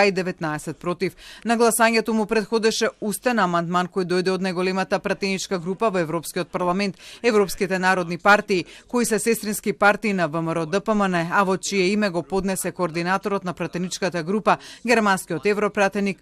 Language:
Macedonian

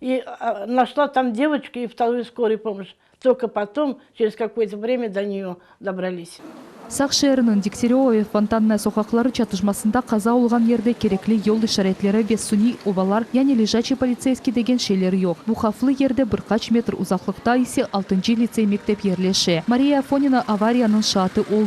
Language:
Crimean Tatar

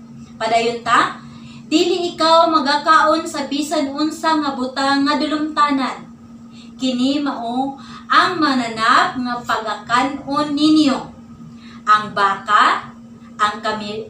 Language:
Cebuano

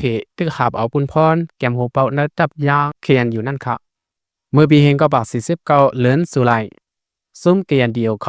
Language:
Lao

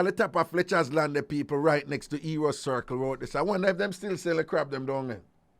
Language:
Jamaican Creole English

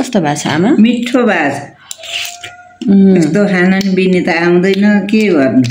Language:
Nepali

